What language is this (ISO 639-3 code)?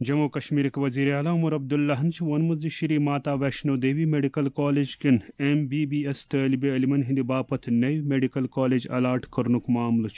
kas